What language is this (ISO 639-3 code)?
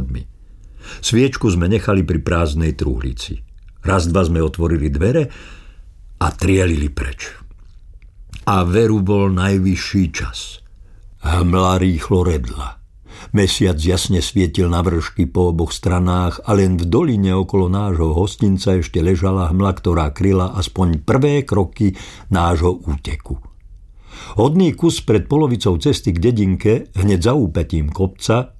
slk